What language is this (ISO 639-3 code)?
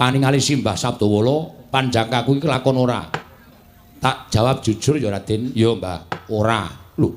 jav